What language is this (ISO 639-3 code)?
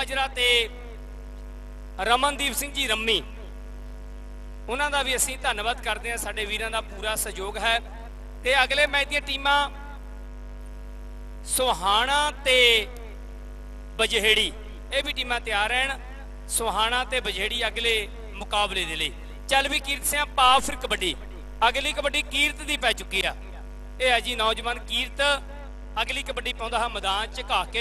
pan